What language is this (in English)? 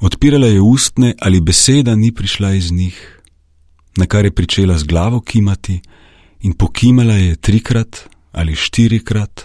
Slovenian